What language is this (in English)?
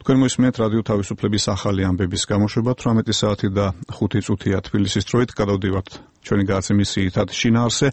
Georgian